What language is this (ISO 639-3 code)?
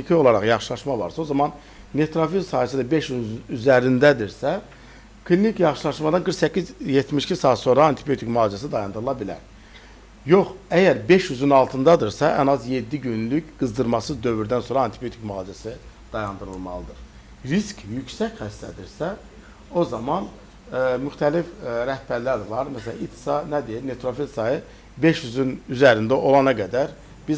aze